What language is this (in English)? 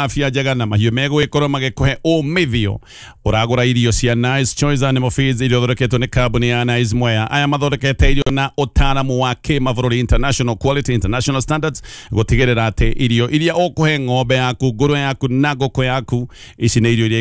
Kikuyu